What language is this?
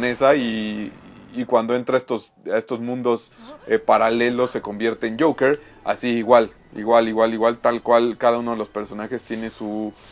Spanish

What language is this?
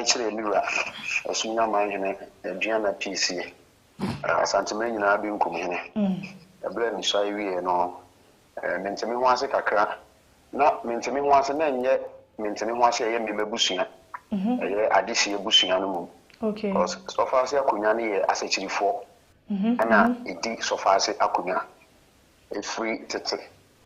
Akan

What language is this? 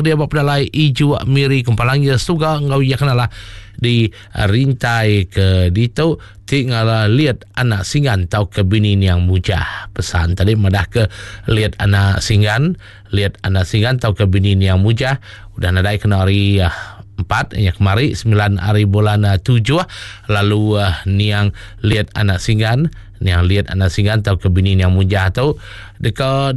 Iban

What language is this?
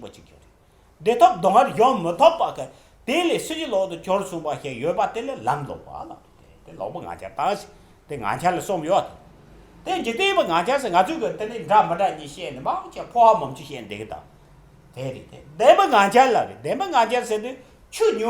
Tibetan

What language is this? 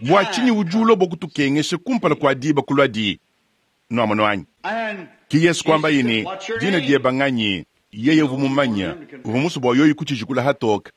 Luba-Lulua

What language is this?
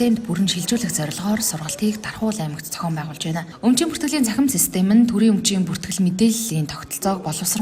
Mongolian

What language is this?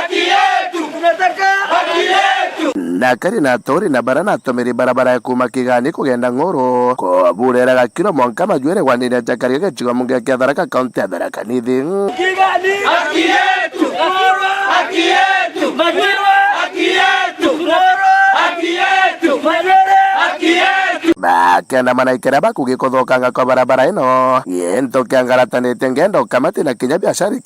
Meru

